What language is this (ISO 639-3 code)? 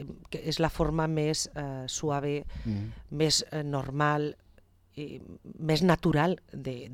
cat